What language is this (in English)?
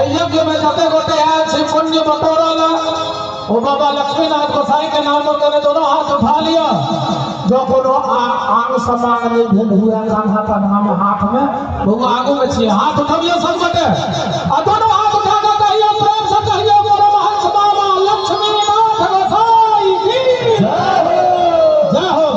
Maithili